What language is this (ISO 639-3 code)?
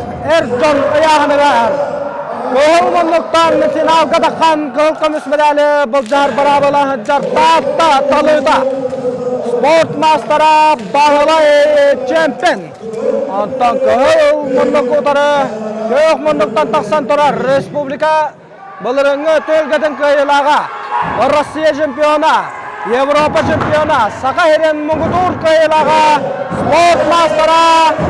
sah